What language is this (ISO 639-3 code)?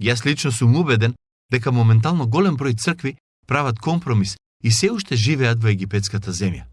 mkd